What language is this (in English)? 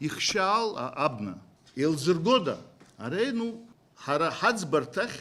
Abkhazian